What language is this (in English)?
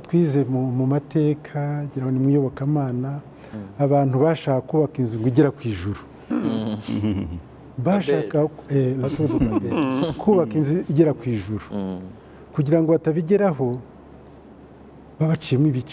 Kinyarwanda